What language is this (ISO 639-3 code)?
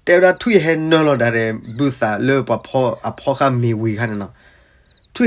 ksw